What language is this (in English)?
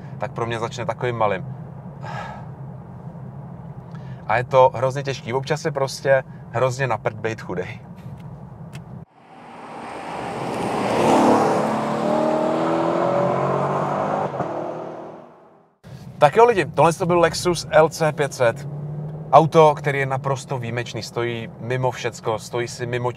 Czech